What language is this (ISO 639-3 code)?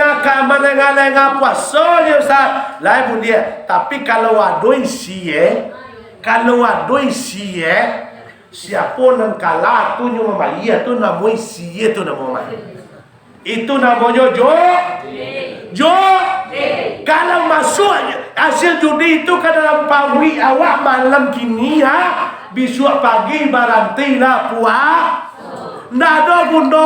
min